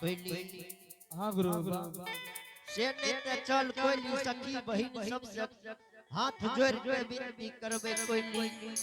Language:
Angika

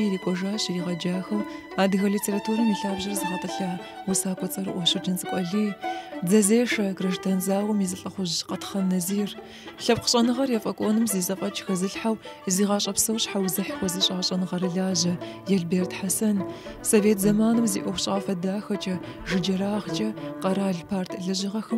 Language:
Kabardian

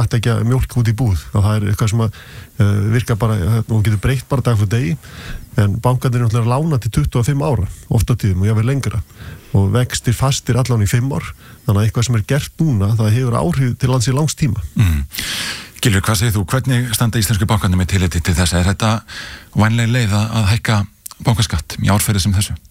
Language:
Icelandic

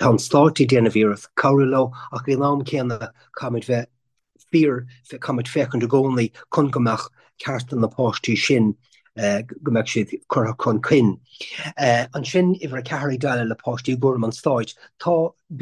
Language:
Irish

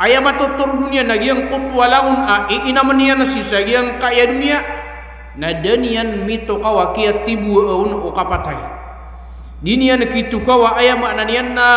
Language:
Maranao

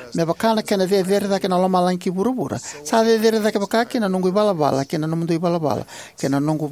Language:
Fijian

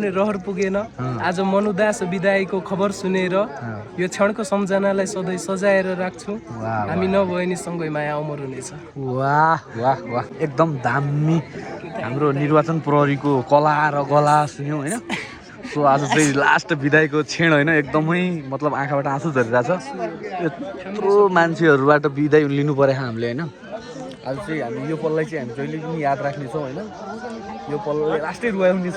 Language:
Nepali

